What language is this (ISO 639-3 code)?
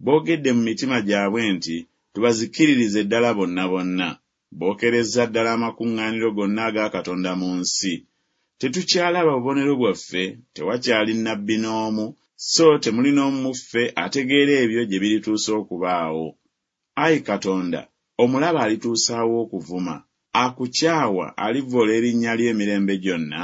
lug